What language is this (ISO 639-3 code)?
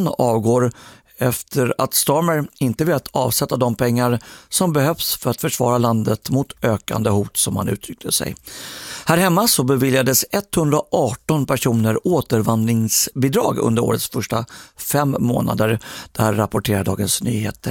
swe